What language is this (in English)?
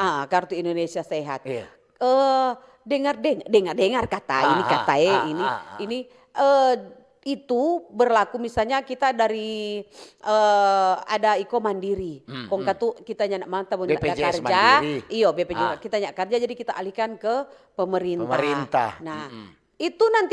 Manado Malay